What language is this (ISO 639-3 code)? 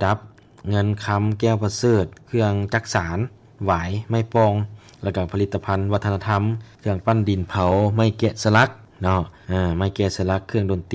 lao